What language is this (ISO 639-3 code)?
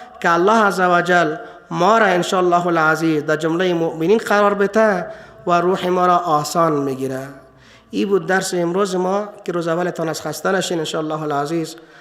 fas